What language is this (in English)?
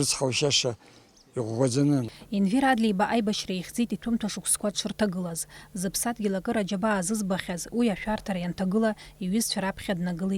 Abkhazian